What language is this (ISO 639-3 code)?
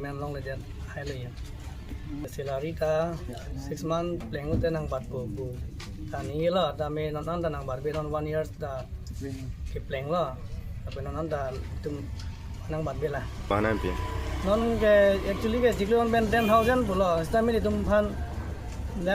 mjw